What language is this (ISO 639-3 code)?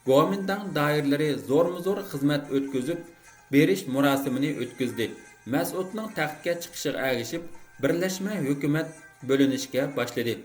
uig